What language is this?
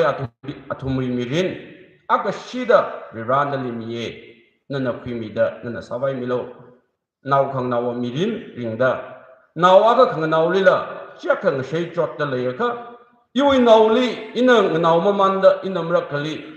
Tangkhul Naga (India)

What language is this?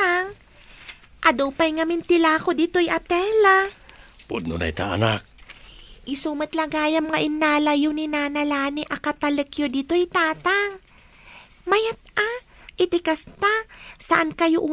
Iloko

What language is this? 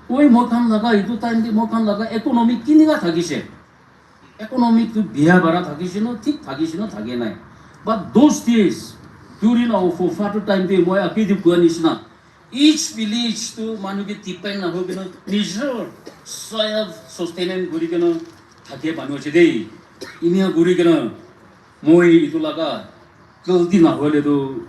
Naga Pidgin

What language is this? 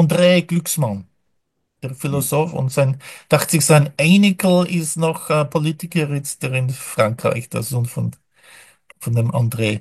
Yiddish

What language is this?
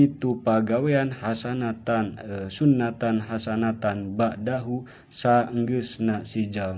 Sundanese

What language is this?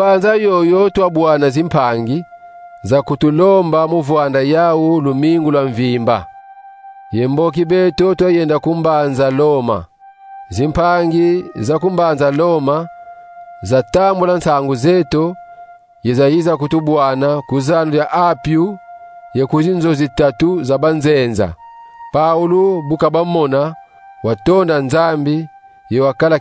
Kongo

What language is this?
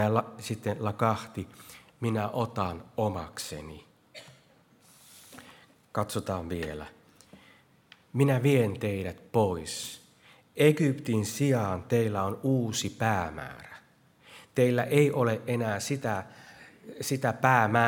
Finnish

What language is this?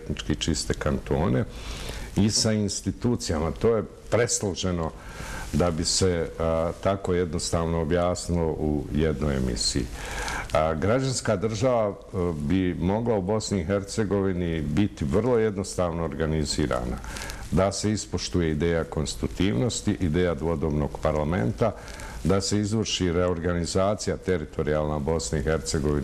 Bosnian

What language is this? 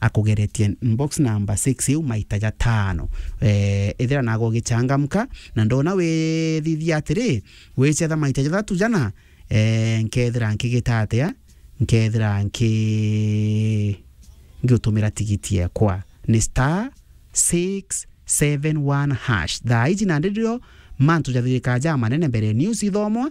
Meru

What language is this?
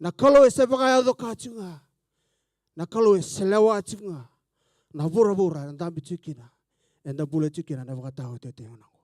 Fijian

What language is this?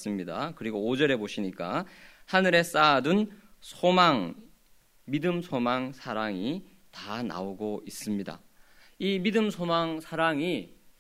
Korean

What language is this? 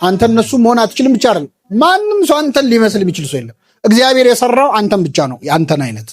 Amharic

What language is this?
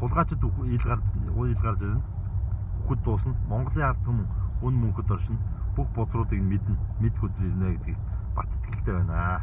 Mongolian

